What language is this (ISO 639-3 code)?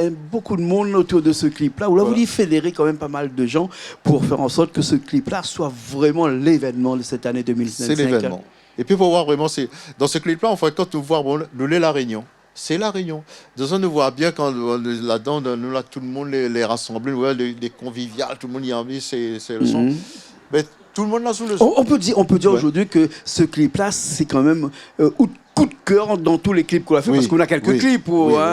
rcf